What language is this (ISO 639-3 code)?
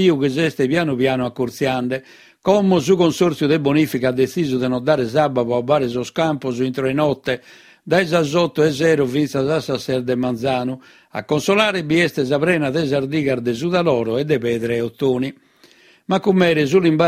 srd